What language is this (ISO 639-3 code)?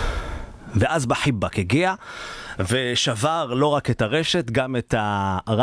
heb